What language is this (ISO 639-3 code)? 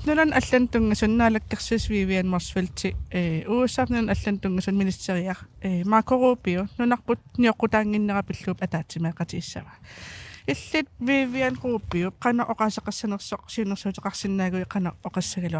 kal